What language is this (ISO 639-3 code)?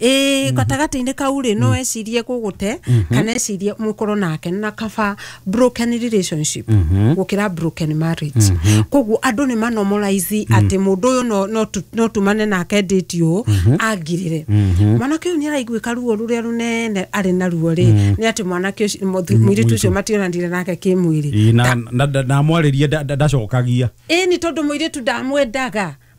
kik